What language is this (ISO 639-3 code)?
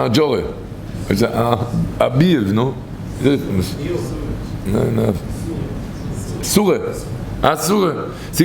yid